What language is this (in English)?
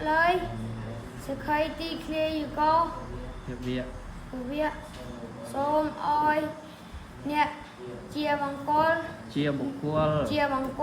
Khmer